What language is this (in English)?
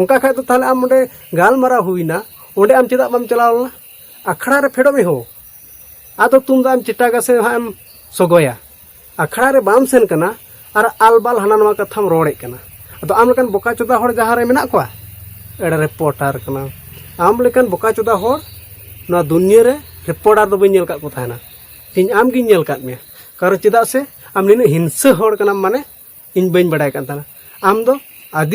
Santali